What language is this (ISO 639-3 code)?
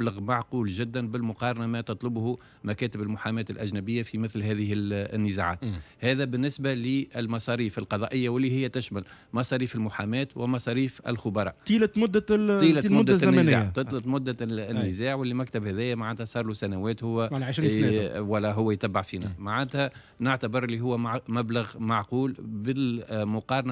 aeb